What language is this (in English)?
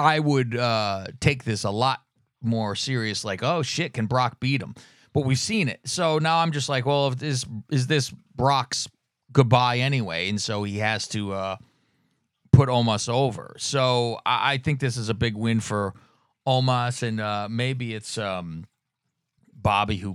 English